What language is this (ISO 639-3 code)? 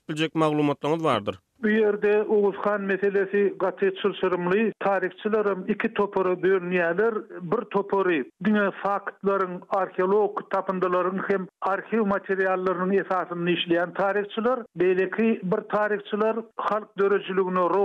tuk